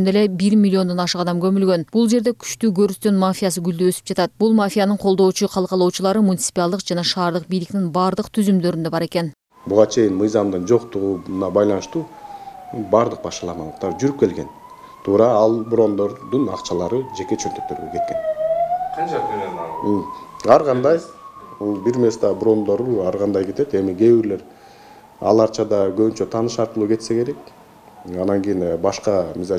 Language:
Kyrgyz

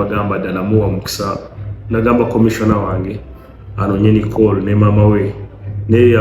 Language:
Ganda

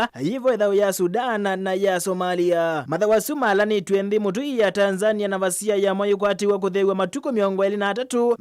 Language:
Kamba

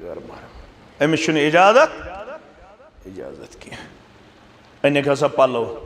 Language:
Kashmiri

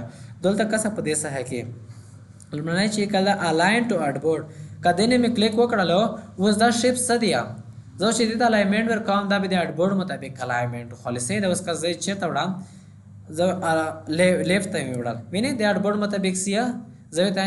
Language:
Pashto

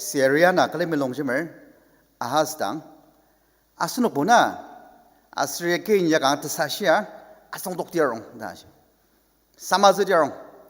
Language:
Ao Naga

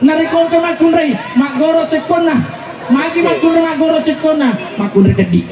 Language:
Buginese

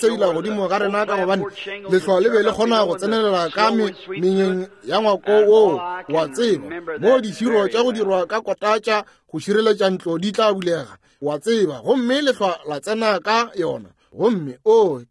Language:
Northern Sotho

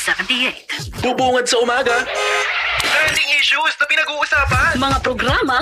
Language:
Filipino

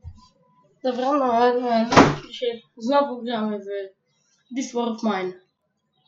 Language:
Polish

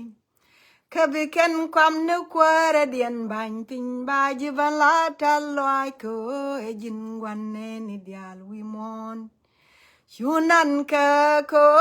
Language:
Nuer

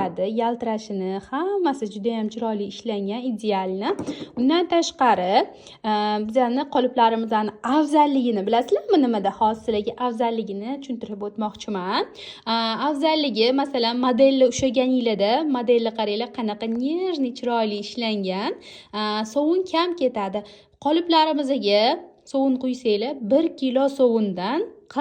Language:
Uzbek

